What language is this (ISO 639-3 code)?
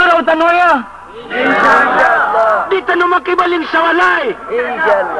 mrw